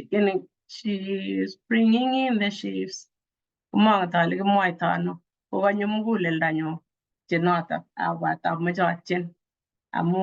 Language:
Kalenjin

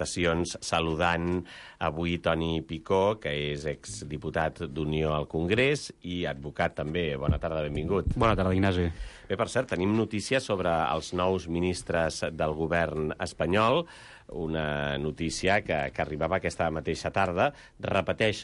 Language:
Catalan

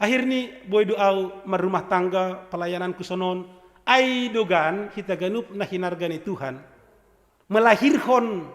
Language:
Batak Simalungun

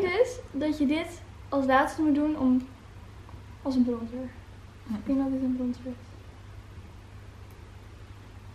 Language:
Dutch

